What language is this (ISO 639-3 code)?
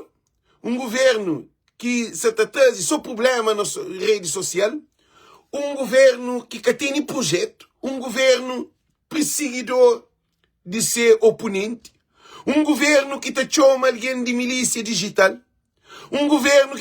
kea